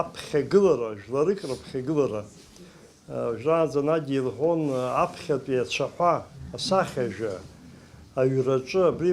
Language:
Abkhazian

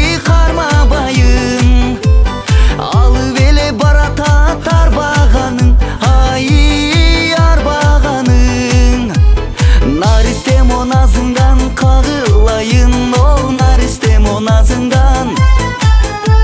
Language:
Kyrgyz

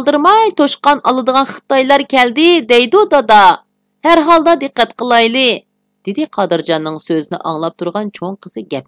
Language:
Uyghur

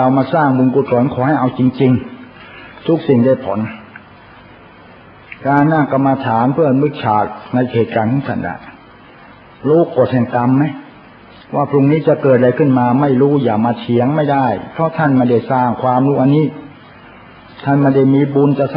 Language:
Thai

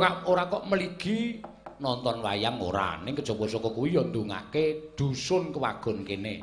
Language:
Javanese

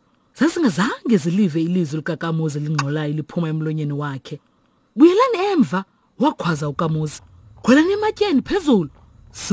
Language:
Xhosa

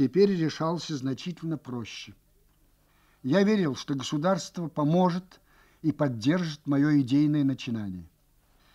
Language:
Russian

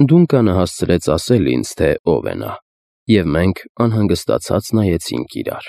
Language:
Armenian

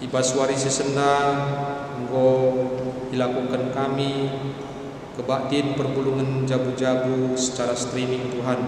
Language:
Batak Karo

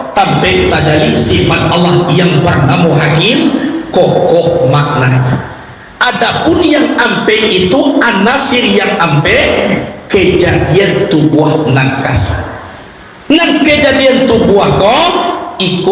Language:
Minangkabau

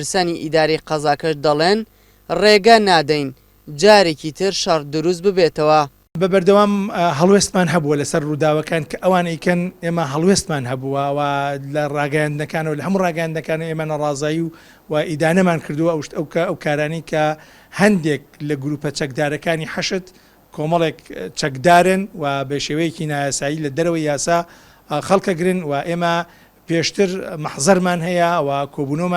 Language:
Central Kurdish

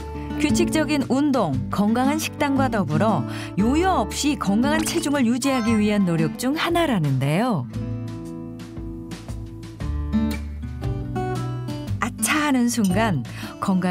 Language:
Korean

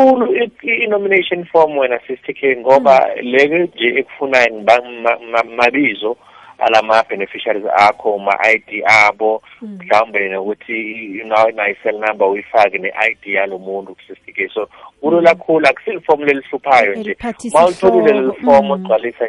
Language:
South Ndebele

